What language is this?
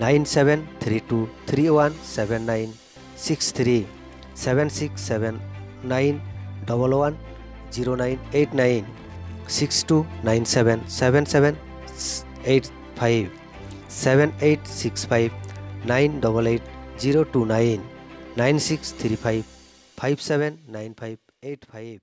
Santali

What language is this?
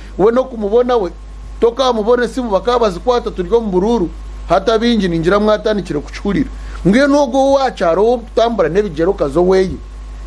Nyankole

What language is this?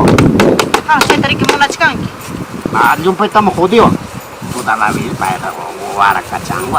Ayacucho Quechua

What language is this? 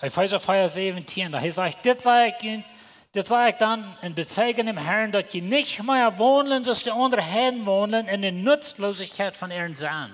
Plautdietsch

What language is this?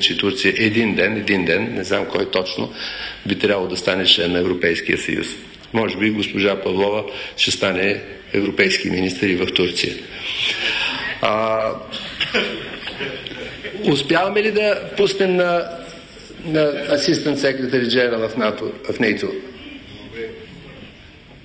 Bulgarian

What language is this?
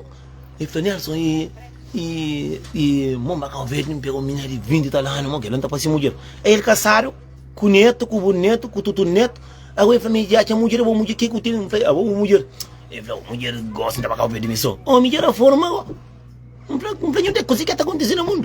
Kabuverdianu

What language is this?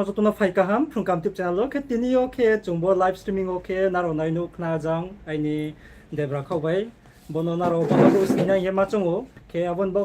Riang (India)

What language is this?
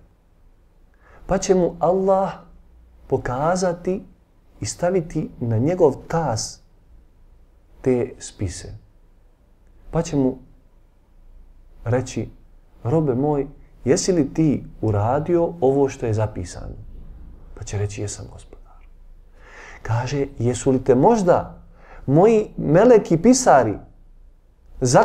Bosnian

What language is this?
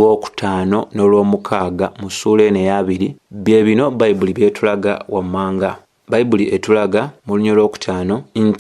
Ganda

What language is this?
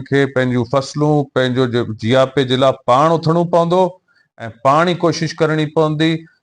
Sindhi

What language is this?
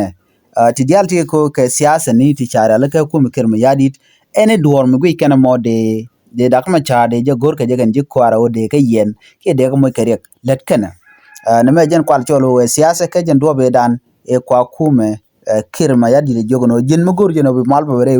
Nuer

